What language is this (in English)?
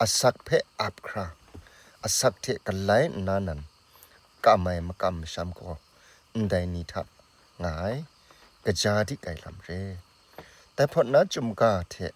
Kachin